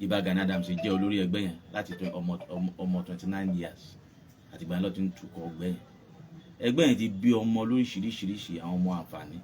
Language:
Yoruba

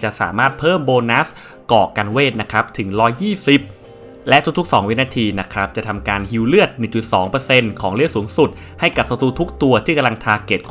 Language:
Thai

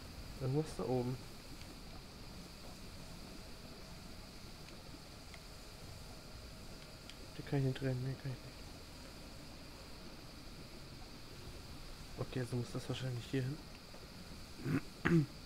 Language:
German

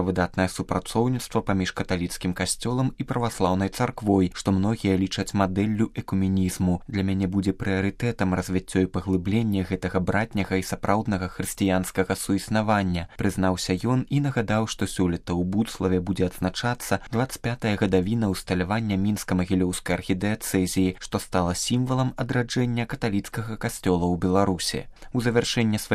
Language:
Belarusian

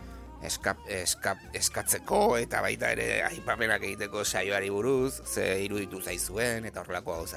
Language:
Basque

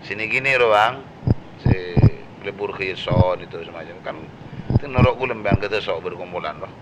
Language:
Madurese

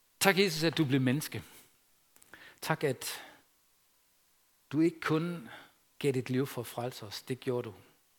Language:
Danish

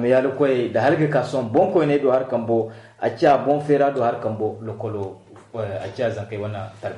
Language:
Zarma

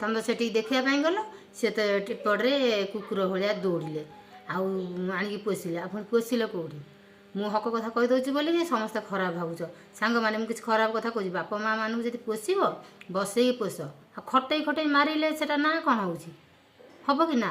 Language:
Odia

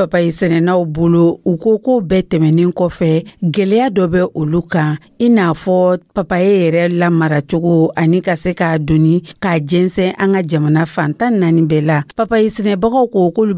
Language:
Dyula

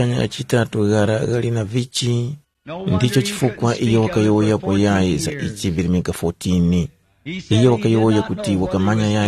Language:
Tumbuka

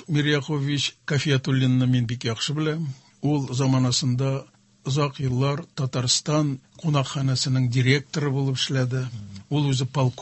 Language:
Tatar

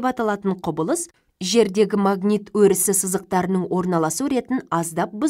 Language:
Kazakh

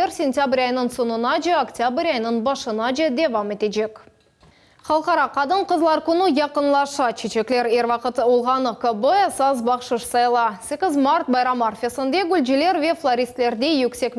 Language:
Crimean Tatar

